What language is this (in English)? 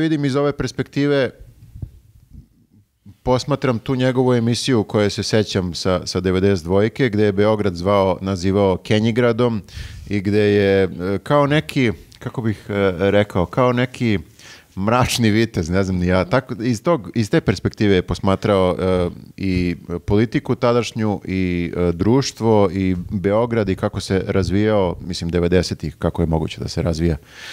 Serbian